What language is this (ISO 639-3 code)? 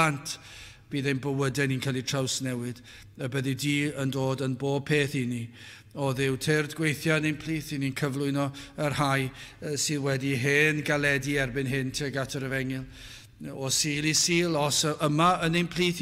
cym